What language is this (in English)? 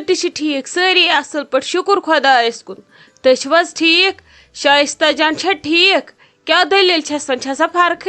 Kashmiri